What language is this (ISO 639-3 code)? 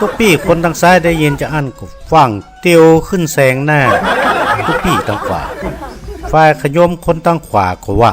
nod